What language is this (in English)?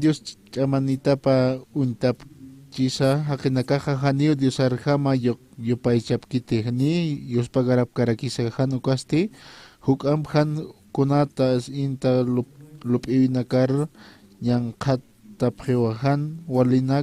Aymara